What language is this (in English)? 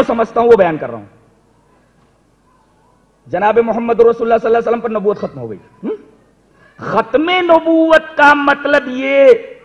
Urdu